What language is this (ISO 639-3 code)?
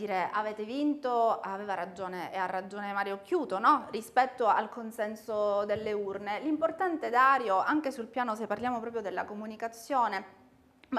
ita